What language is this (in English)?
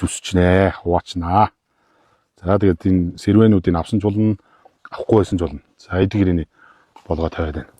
Mongolian